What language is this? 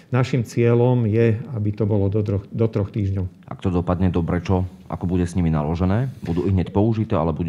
Slovak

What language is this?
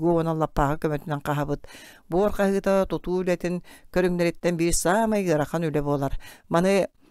Yakut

